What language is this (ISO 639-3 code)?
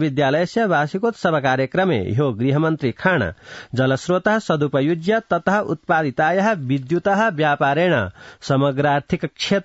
san